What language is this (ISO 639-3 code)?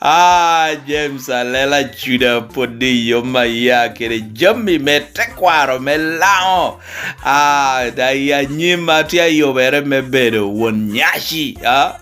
laj